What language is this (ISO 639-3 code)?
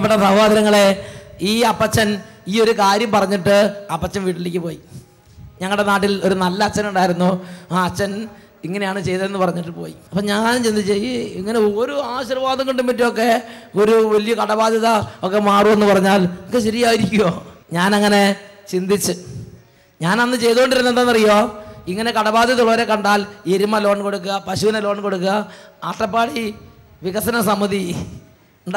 mal